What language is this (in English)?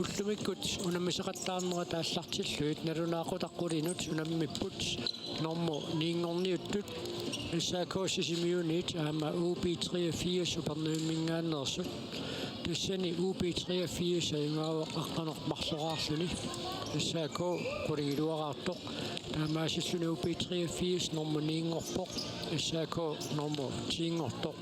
Kalaallisut